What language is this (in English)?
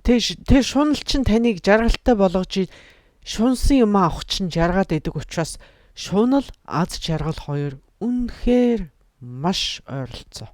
Mongolian